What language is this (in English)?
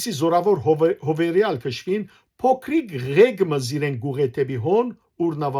Western Armenian